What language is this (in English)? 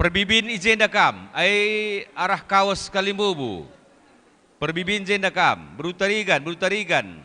Batak Karo